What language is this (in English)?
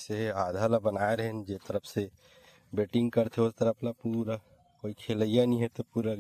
Chhattisgarhi